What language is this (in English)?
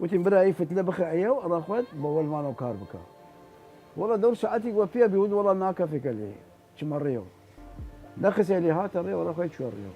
Southern Kurdish